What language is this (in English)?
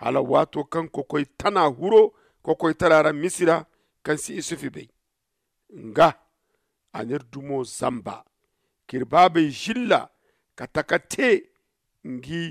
Zarma